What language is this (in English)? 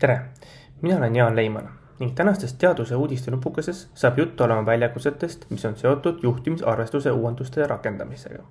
Estonian